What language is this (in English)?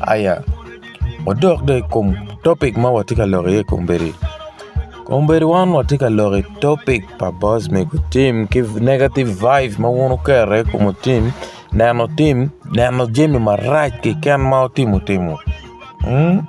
Acoli